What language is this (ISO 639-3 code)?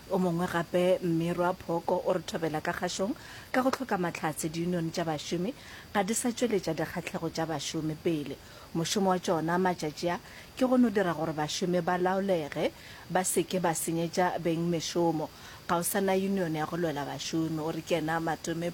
nso